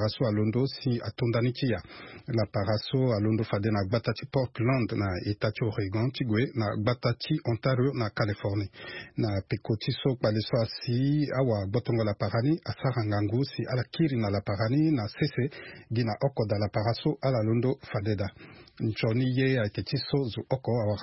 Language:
Sango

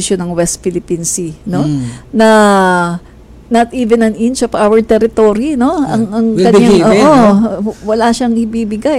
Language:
Filipino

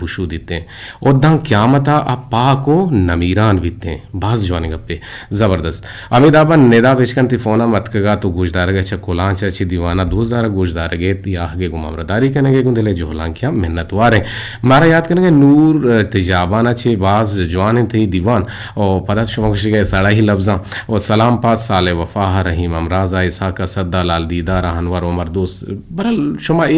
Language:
Eastern Balochi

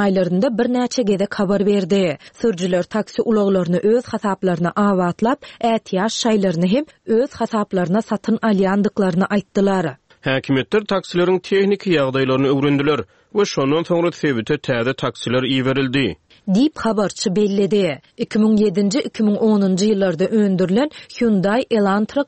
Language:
Turkmen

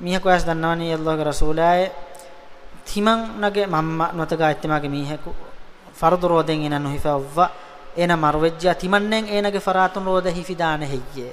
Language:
Divehi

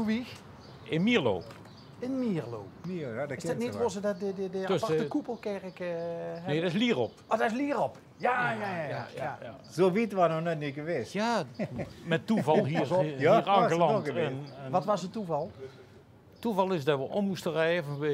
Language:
Limburgish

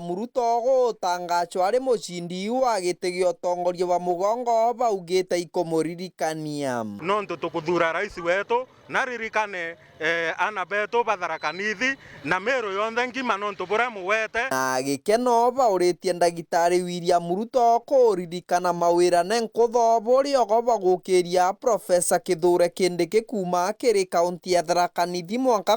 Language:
Meru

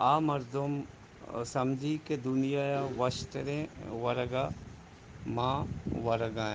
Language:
Eastern Balochi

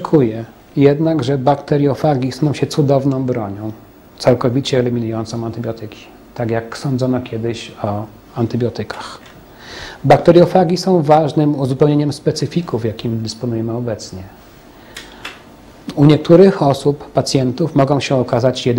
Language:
Polish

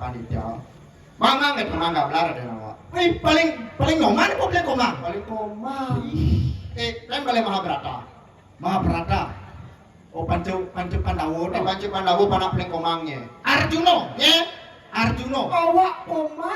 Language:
Balinese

